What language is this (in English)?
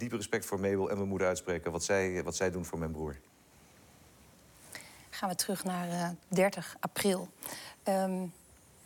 Dutch